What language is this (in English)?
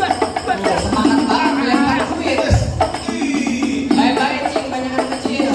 Betawi